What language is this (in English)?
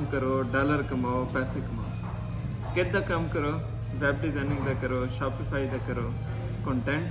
Saraiki